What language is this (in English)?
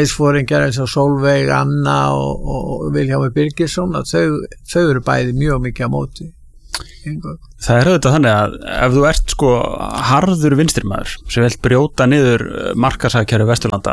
Icelandic